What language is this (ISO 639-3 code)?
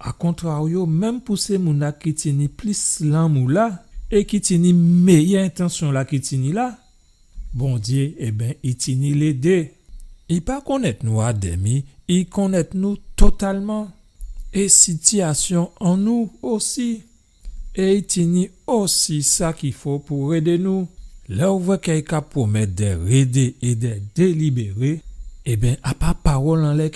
gcf